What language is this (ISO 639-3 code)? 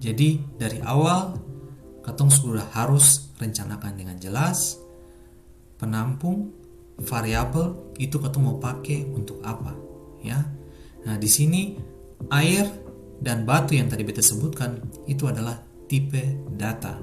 abs